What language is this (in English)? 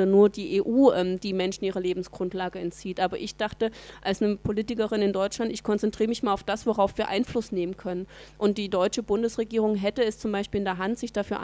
German